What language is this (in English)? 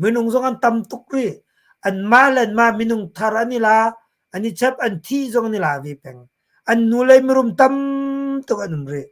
Hakha Chin